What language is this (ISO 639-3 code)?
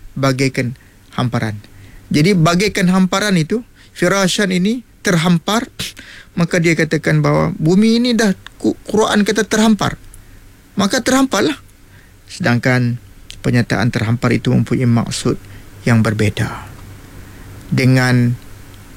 msa